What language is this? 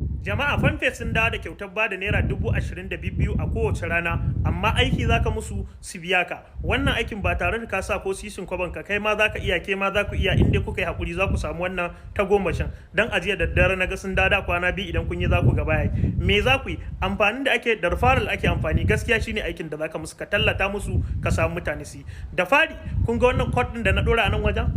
Hausa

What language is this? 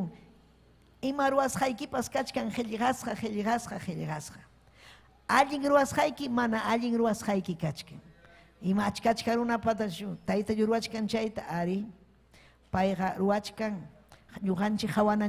Ayacucho Quechua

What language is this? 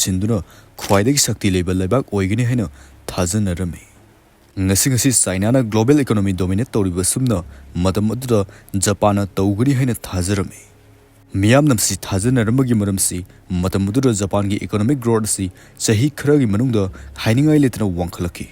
Manipuri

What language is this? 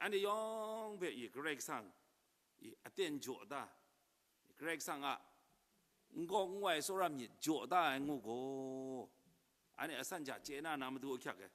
Kachin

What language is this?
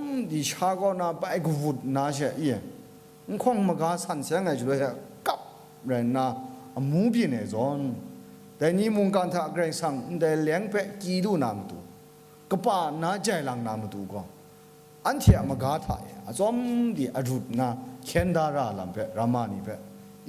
Kachin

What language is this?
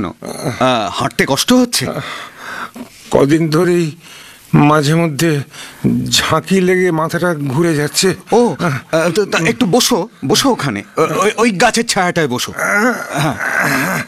Bangla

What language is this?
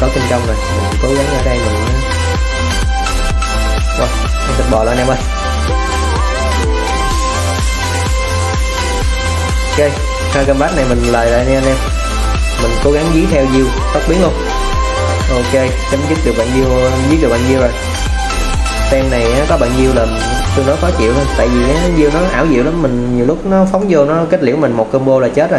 Vietnamese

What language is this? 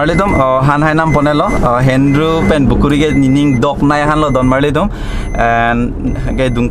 Karbi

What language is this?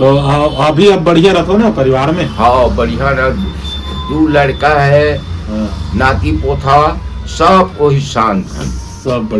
Chhattisgarhi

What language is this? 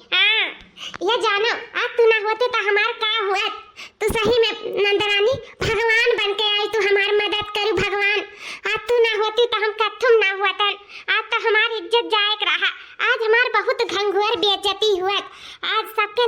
Awadhi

